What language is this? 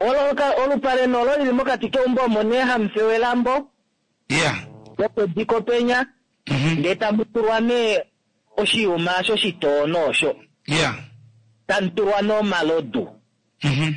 Kuanyama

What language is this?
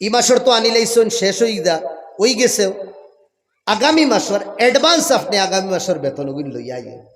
Sylheti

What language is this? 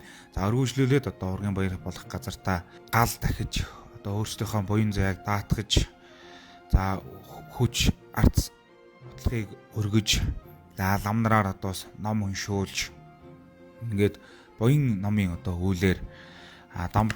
Mongolian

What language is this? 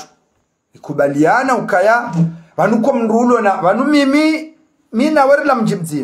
Ngazidja Comorian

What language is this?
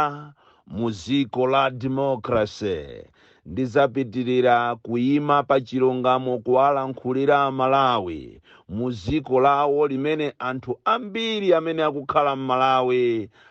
Nyanja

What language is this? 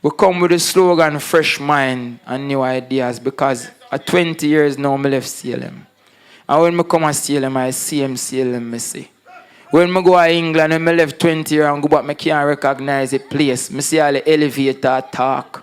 Jamaican Creole English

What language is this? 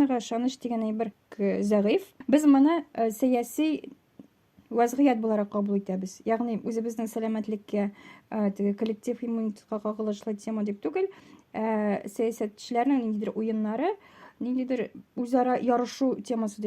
Tatar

